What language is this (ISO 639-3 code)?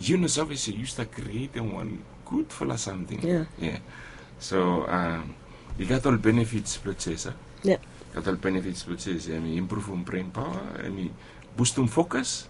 bis